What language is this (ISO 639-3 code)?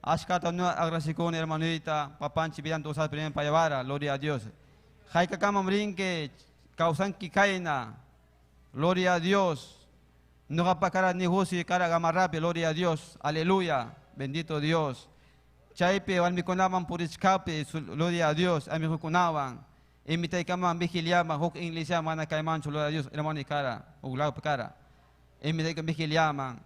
quy